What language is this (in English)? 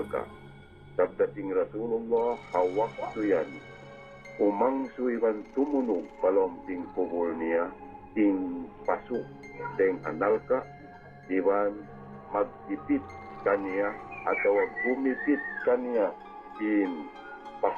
Tausug